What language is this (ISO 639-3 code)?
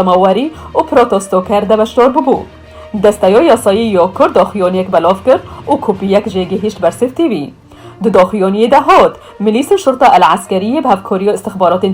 kur